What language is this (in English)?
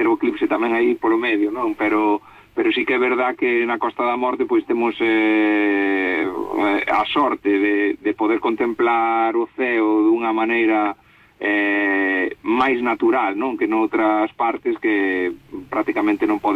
Galician